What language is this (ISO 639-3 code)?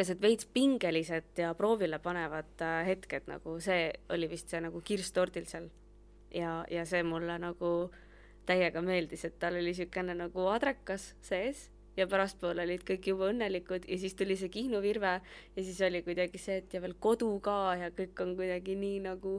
est